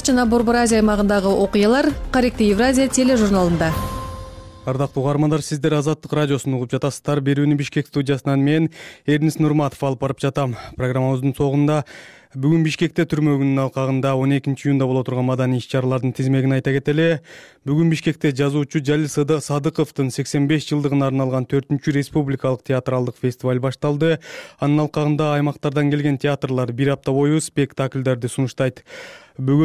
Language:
Kyrgyz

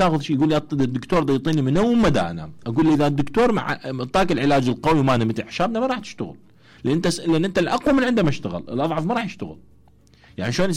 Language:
Mesopotamian Arabic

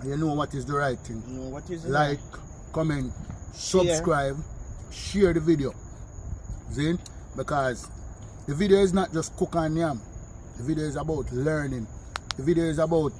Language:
Jamaican Creole English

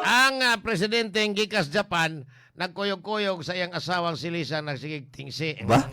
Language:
Cebuano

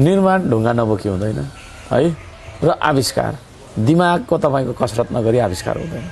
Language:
Nepali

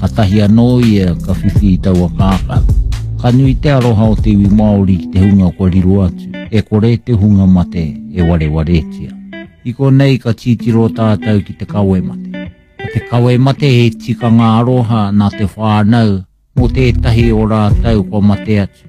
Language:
Māori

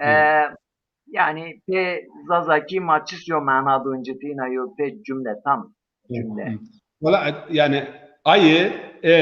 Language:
Zaza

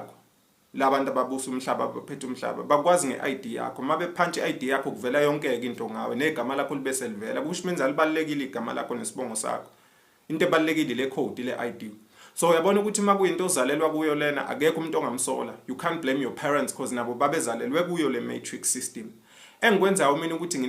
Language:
Zulu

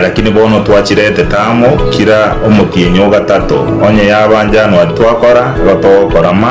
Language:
Gusii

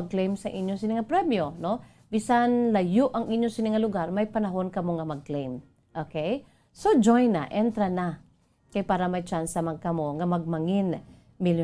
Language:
Hiligaynon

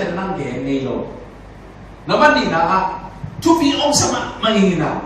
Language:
Tedim Chin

